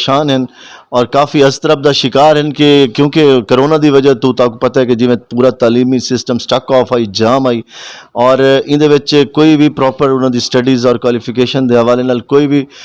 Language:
Saraiki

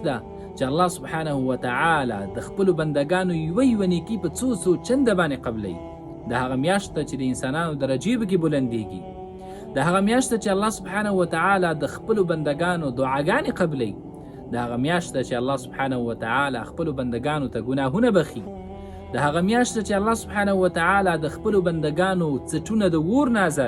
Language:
Pashto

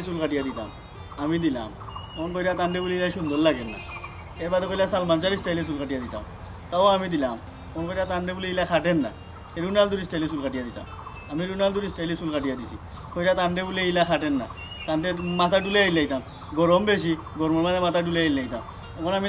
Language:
Sylheti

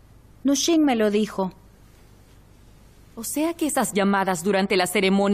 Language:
Spanish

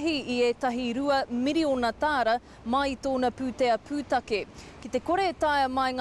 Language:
Māori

